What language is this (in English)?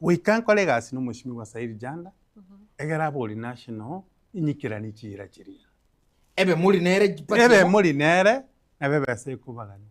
Gusii